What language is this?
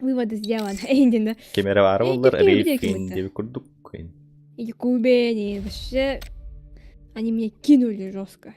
Yakut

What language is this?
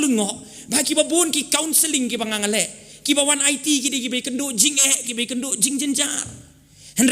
Khasi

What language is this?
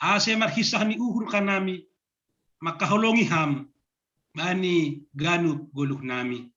Batak Simalungun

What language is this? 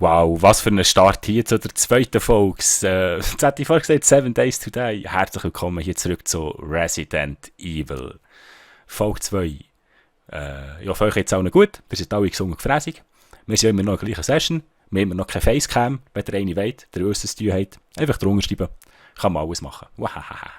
Swiss German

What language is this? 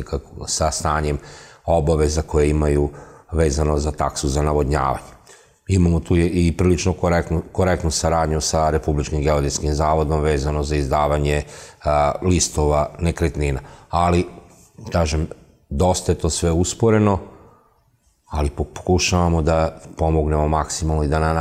Serbian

